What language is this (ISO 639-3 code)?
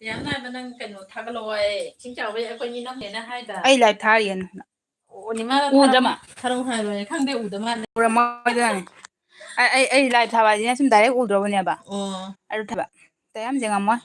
mni